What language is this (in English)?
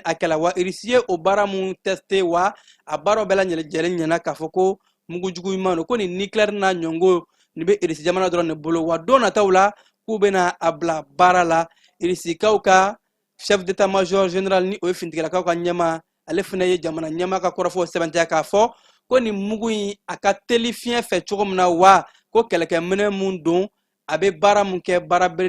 Bambara